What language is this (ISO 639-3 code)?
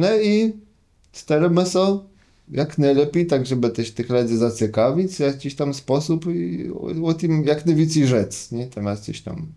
csb